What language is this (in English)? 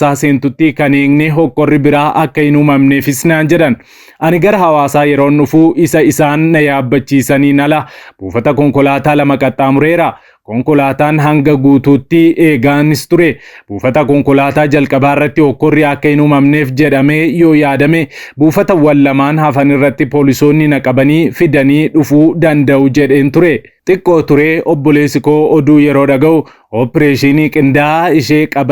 Oromo